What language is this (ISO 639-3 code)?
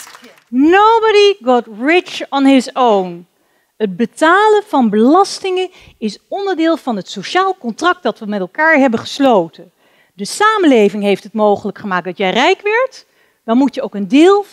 nld